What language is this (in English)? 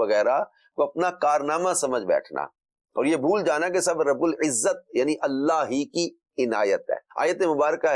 Urdu